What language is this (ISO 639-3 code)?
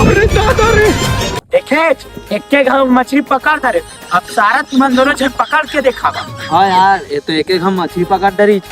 hne